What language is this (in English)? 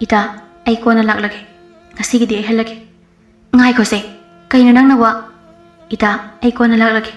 Manipuri